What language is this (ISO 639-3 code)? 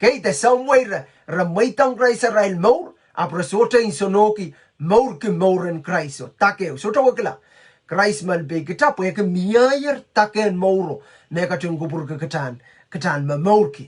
pon